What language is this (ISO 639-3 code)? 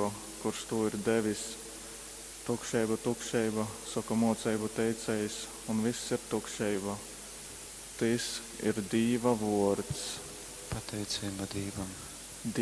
ltg